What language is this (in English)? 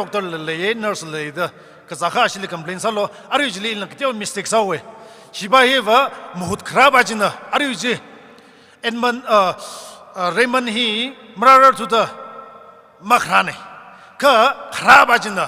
Tangkhul Naga (India)